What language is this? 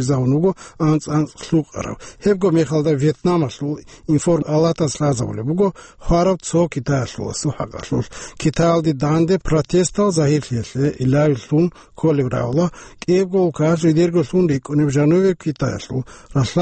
Avaric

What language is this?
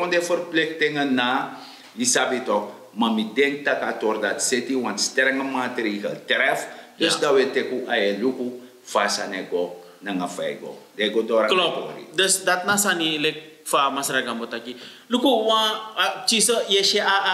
Sranan Tongo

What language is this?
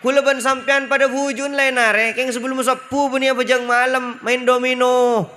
Madurese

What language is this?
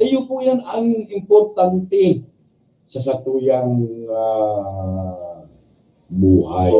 Bikol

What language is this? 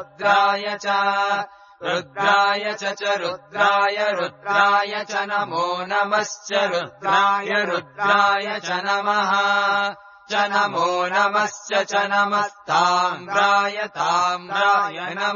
Sanskrit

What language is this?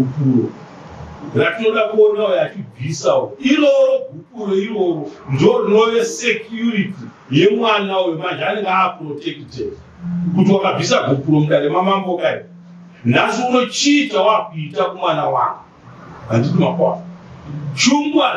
Shona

